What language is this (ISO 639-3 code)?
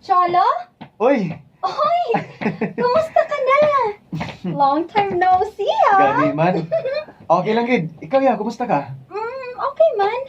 hil